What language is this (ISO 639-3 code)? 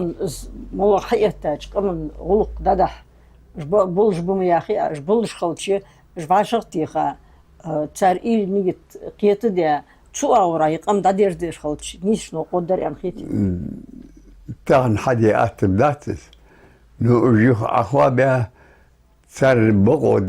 inh